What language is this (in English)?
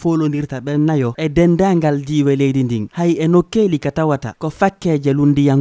Fula